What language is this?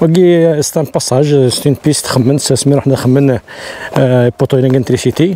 Kabyle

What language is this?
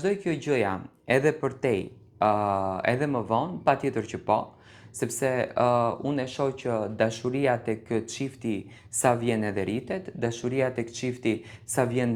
Albanian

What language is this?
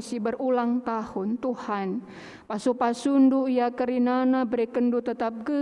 Batak Karo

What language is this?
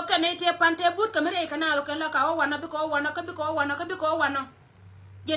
Nuer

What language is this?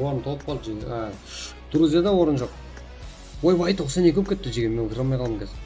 Kara-Kalpak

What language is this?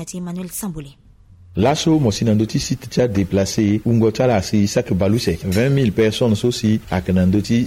Sango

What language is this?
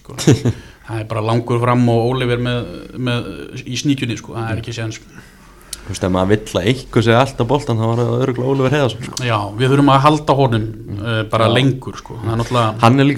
Icelandic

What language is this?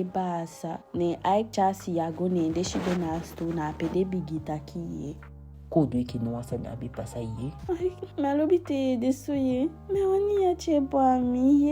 Eastern Maroon Creole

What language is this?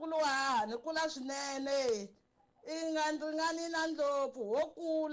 Tsonga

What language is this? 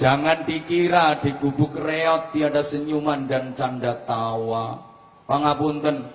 Javanese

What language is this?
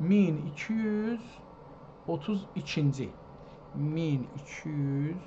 South Azerbaijani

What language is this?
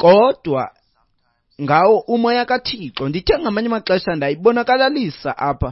Xhosa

